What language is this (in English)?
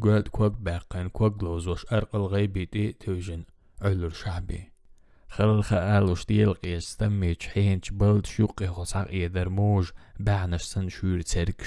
Chechen